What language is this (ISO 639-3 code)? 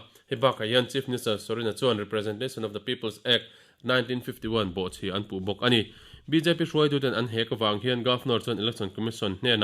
lus